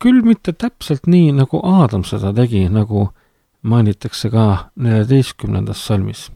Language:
Estonian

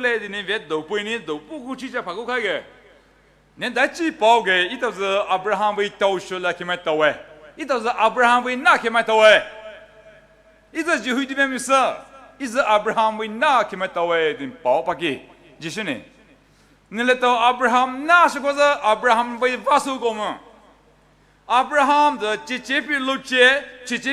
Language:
Poumei Naga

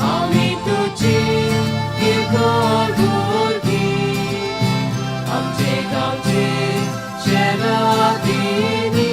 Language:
Konkani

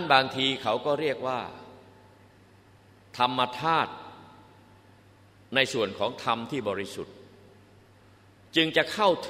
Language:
Thai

